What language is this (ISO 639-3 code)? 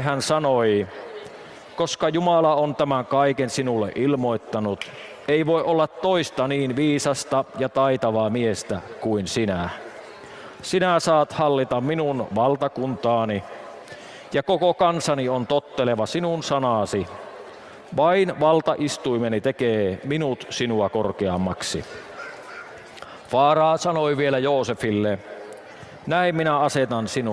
fin